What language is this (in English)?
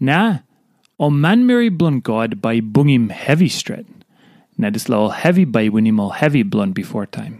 Tok Pisin